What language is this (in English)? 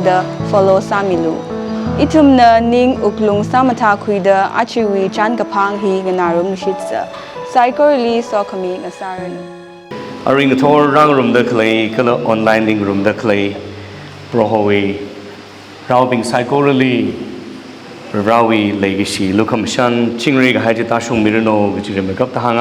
Tangkhul Naga (India)